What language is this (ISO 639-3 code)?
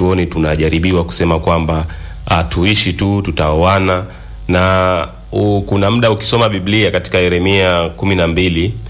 swa